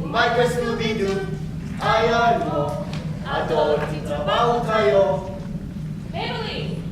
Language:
Iloko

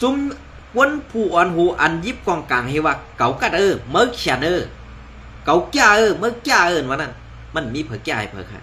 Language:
Shan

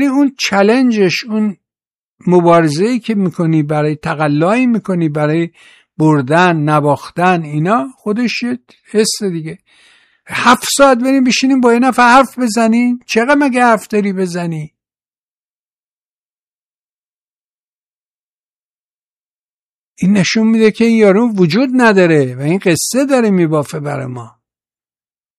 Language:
Persian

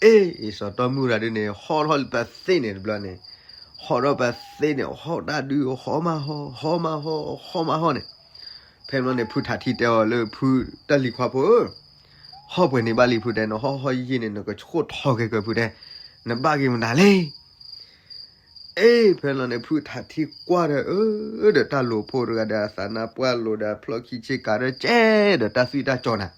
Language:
S'gaw Karen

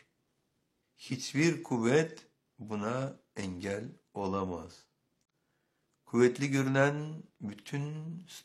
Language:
Turkish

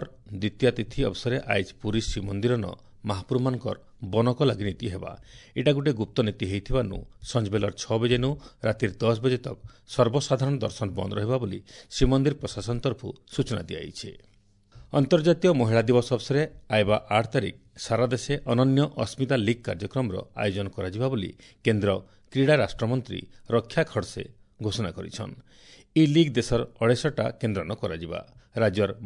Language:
Odia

